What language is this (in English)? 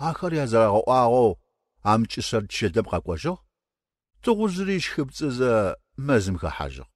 Adyghe